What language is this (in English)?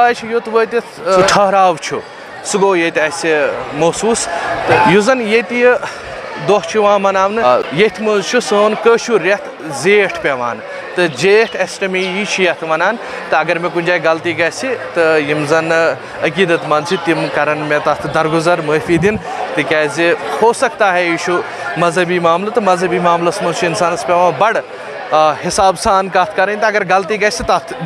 Kashmiri